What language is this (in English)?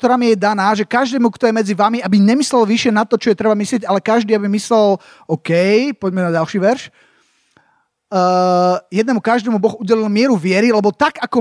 Slovak